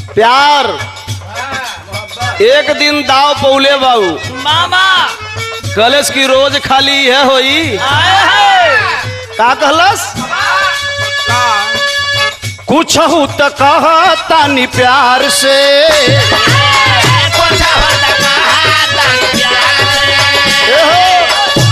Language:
Bhojpuri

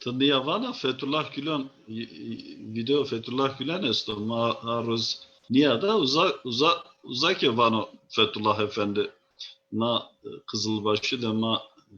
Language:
Zaza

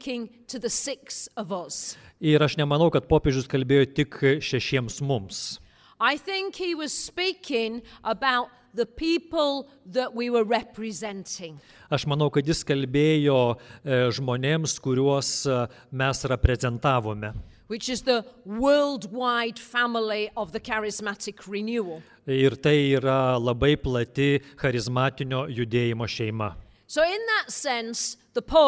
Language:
Lithuanian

